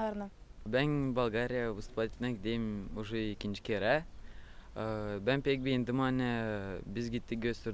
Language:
Gagauz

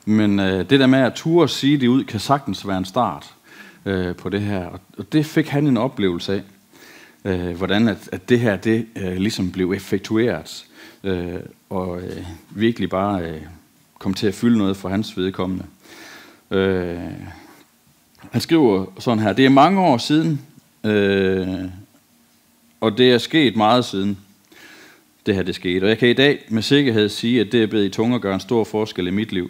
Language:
Danish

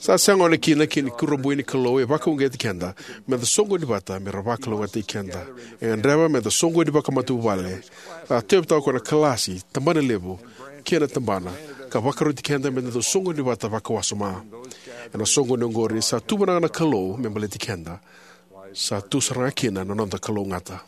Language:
Fijian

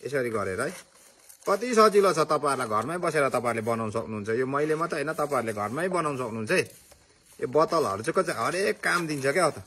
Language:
Nepali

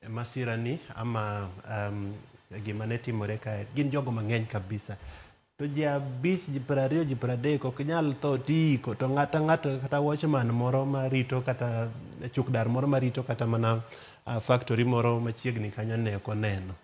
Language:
Luo (Kenya and Tanzania)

